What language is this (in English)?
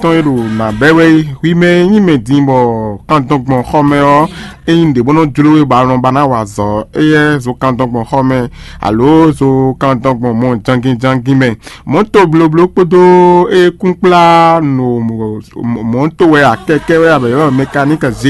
Fon